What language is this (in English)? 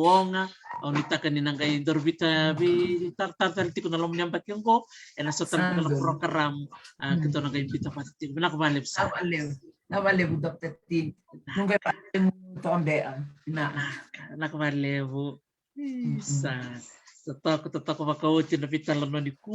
Fijian